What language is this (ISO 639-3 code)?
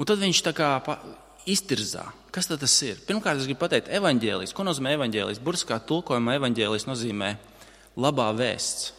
lav